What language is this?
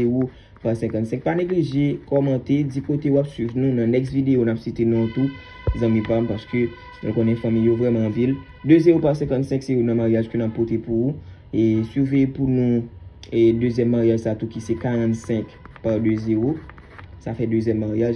Haitian Creole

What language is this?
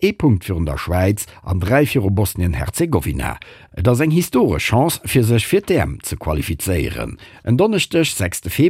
Luxembourgish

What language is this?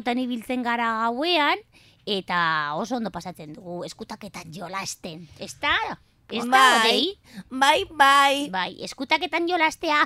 Basque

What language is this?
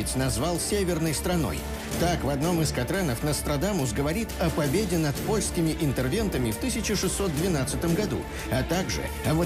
Russian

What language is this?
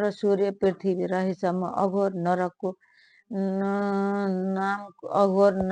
Nepali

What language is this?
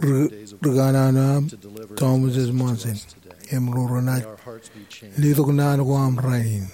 Marshallese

